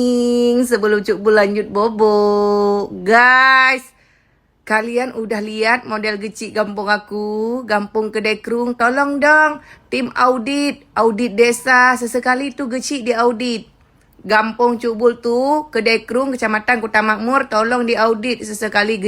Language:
Achinese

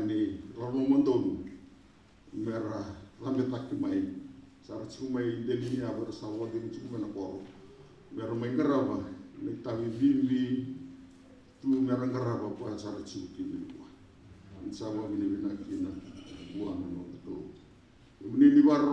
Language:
Fijian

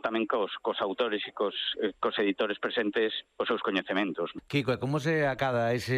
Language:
Galician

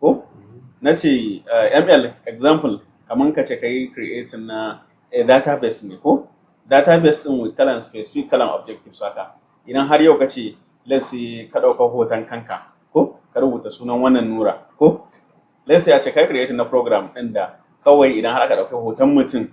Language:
Hausa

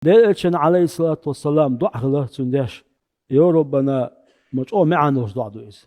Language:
Chechen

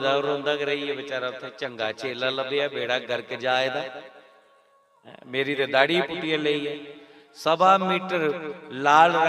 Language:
Dogri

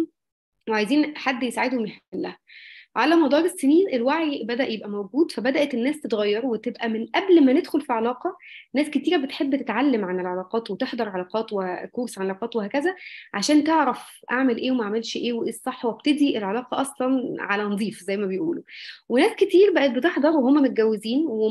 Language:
Egyptian Arabic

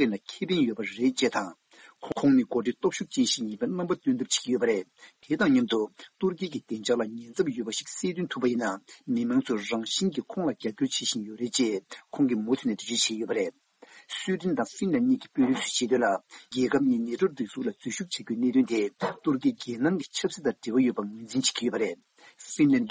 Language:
Tibetan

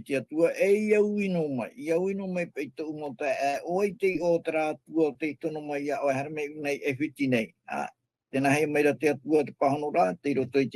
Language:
Tahitian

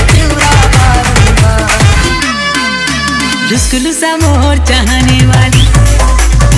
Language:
Chhattisgarhi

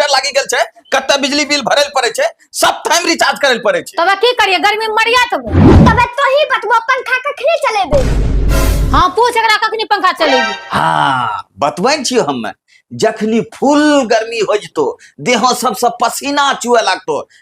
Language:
Angika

